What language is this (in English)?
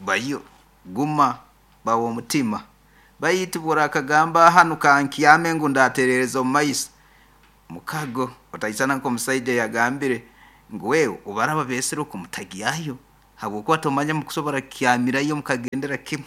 Nyankole